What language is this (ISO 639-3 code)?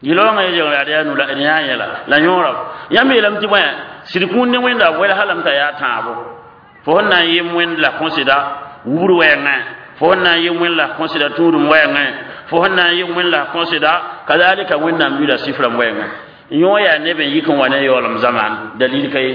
mos